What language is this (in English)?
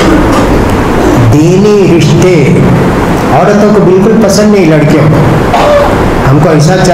Urdu